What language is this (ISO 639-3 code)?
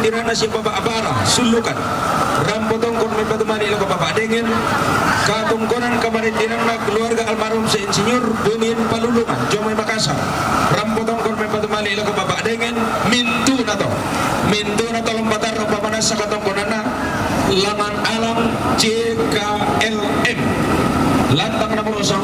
sda